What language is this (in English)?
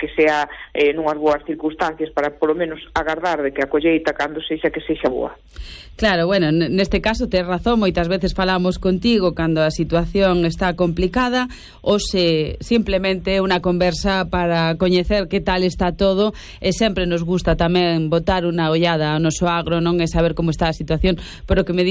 Galician